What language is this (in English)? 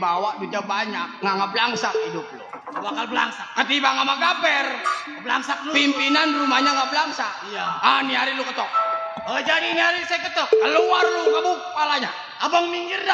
Betawi